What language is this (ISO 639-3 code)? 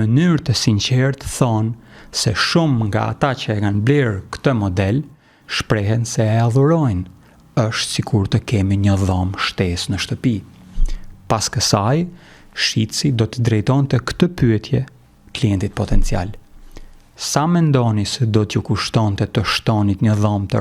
sqi